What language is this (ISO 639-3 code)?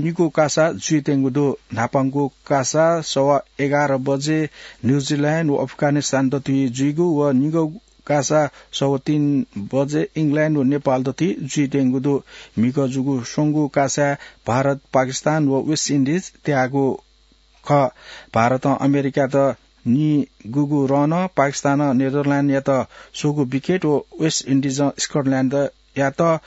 new